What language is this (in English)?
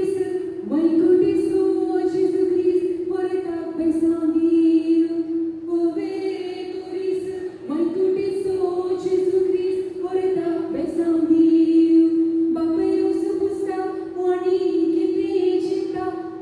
Konkani